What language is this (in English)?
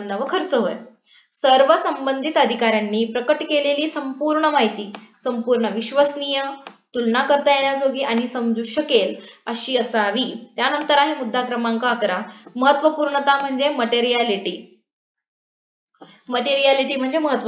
Marathi